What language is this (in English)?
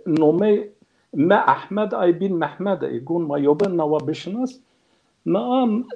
Zaza